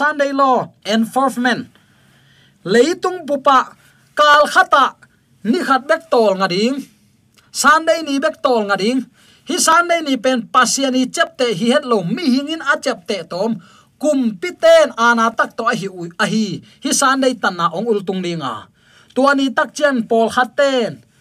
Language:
Tedim Chin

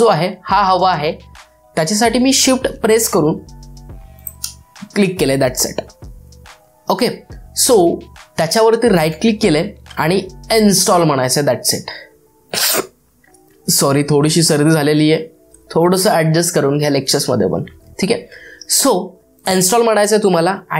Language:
Marathi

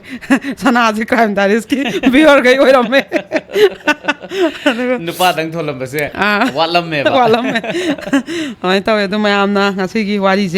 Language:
Manipuri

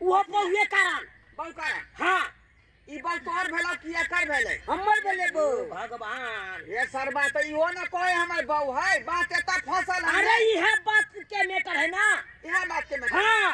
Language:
Maithili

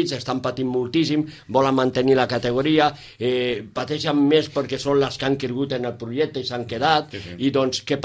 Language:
Catalan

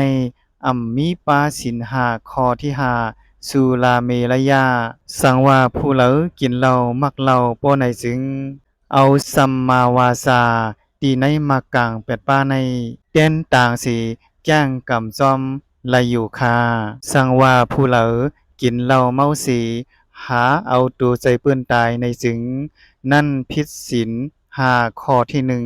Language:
Shan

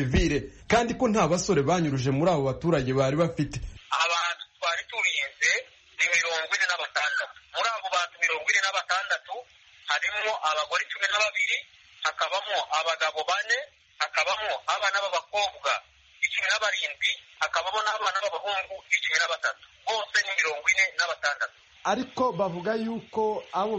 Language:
Kinyarwanda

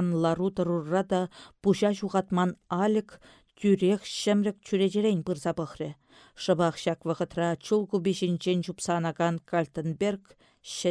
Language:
Chuvash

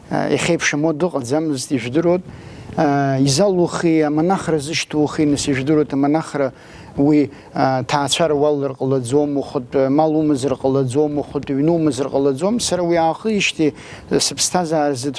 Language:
Abkhazian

